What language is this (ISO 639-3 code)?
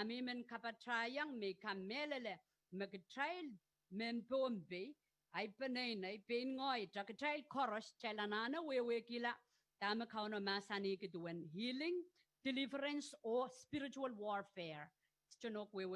pon